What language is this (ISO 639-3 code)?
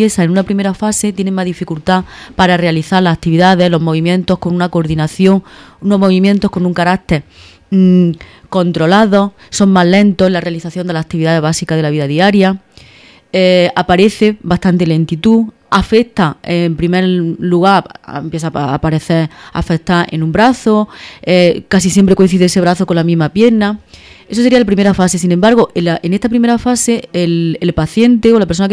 spa